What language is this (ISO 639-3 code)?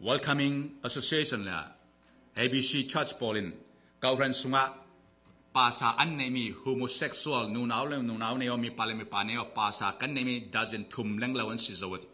cfm